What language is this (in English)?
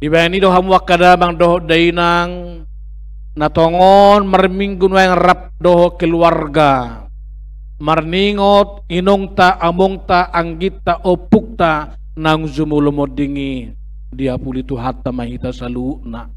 Batak Toba